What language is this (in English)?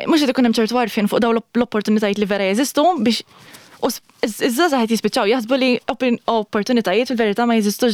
Maltese